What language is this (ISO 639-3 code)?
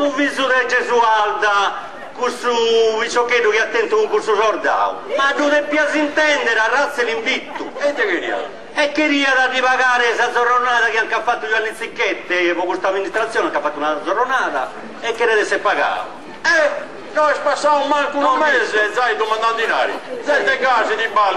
srd